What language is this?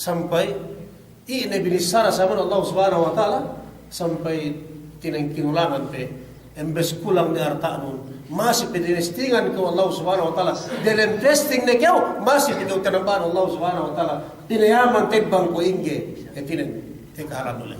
Yakan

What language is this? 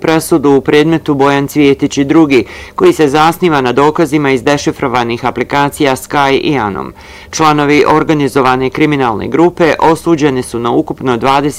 Bosnian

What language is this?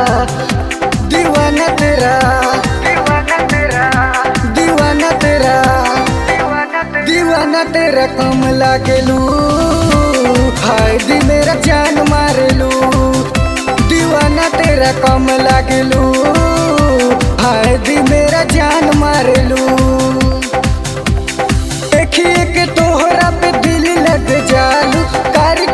Bhojpuri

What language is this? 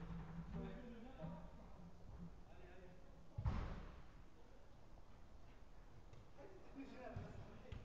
French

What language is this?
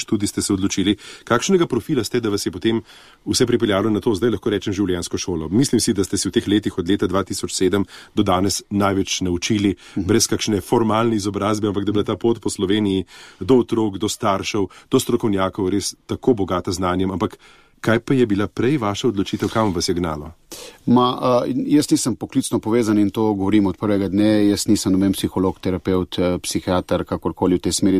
Slovenian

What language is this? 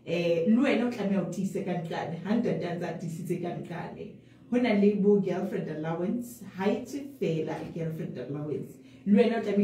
Southern Sotho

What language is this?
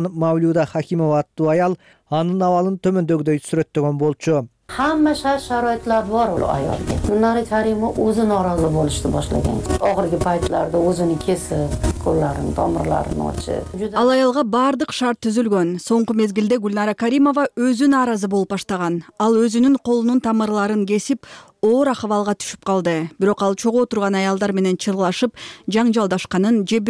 Kyrgyz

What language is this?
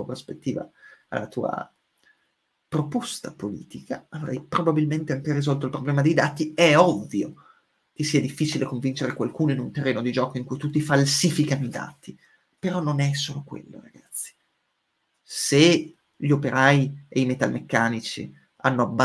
Italian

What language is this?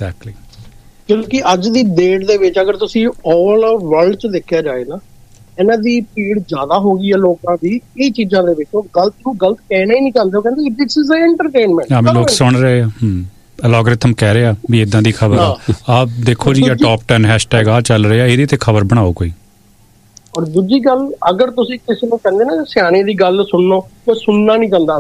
Punjabi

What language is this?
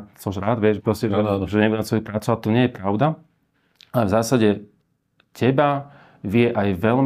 Slovak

